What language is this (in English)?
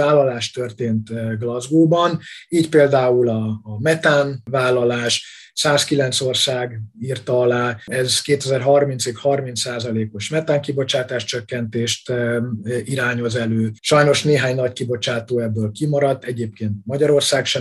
Hungarian